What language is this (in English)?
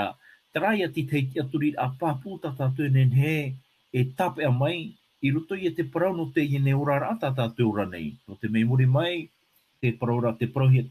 Tahitian